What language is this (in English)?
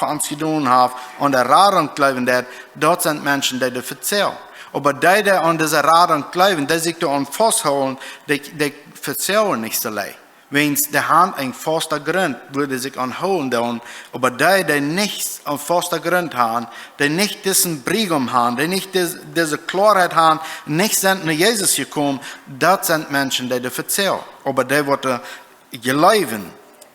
Plautdietsch